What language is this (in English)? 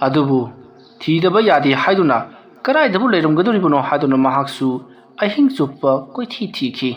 Manipuri